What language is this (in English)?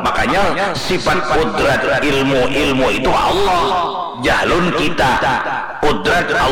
Banjar